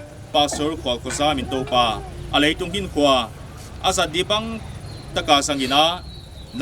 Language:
Paite Chin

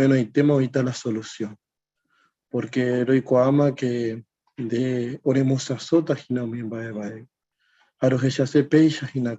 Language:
Guarani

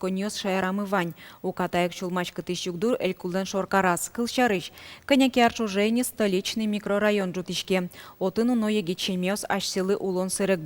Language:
Udmurt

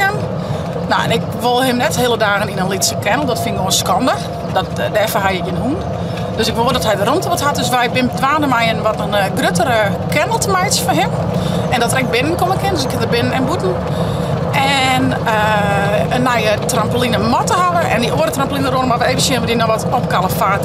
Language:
Western Frisian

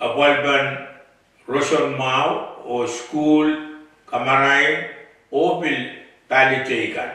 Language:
Pohnpeian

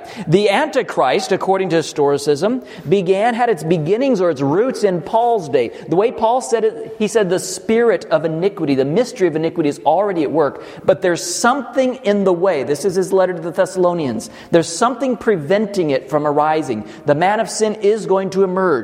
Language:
English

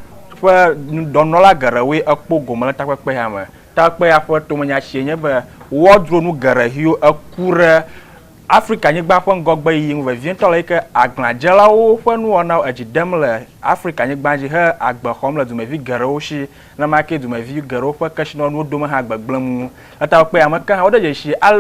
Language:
Ewe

